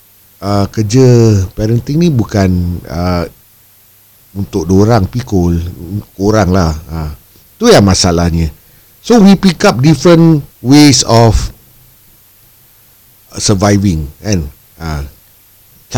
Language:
Malay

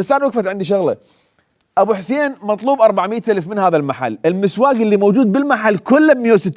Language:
Mesopotamian Arabic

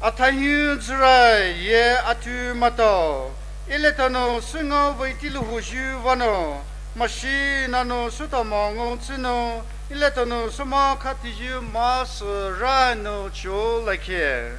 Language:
Poumei Naga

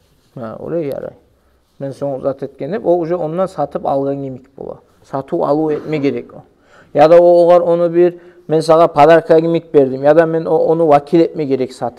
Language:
Kumyk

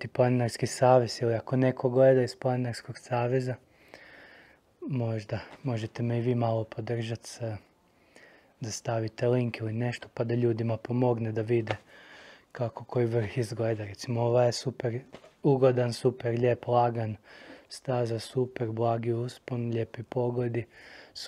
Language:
Croatian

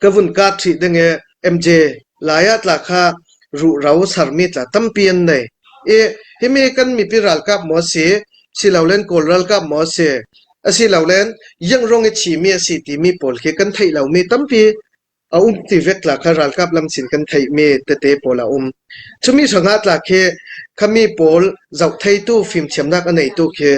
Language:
Hakha Chin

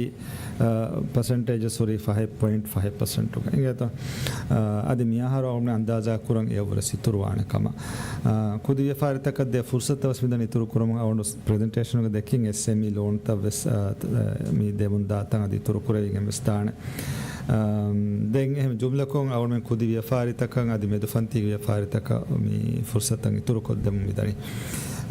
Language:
Divehi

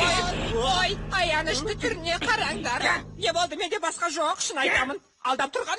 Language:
Kazakh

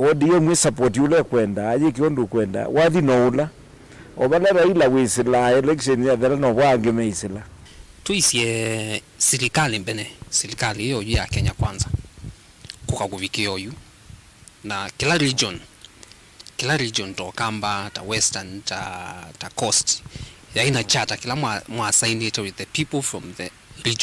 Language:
Kamba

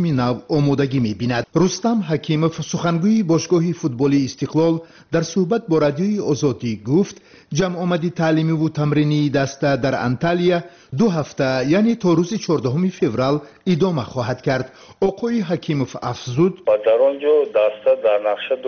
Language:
Tajik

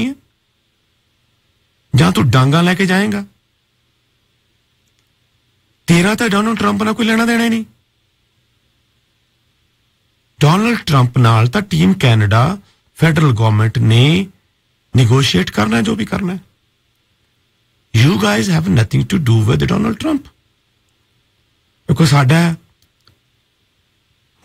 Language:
Punjabi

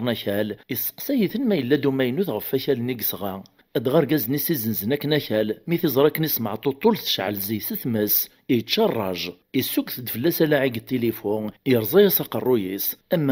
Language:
Kabyle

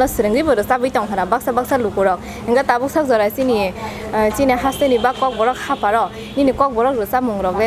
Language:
Kok Borok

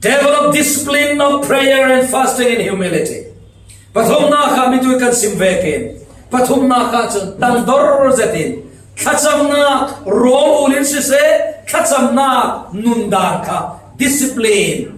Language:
Falam Chin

